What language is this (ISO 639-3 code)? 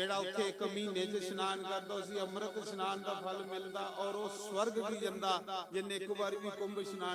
doi